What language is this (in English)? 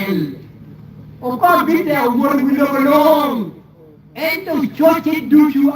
Acoli